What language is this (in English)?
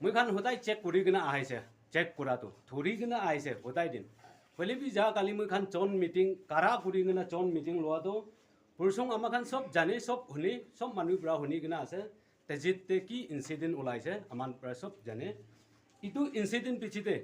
Naga Pidgin